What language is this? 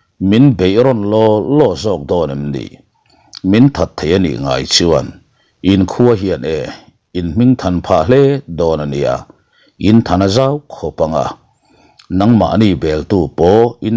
Mizo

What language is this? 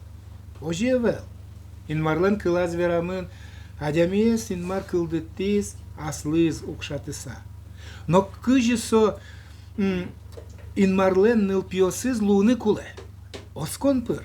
Udmurt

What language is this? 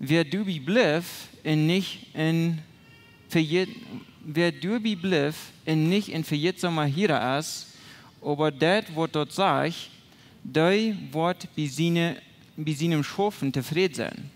Plautdietsch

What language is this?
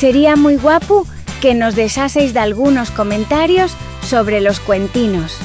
Asturian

